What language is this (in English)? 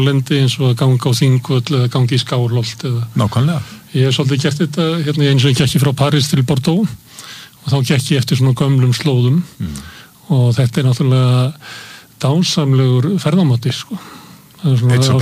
Icelandic